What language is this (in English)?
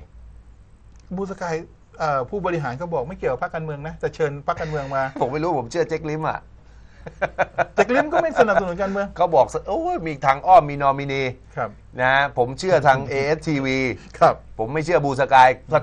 Thai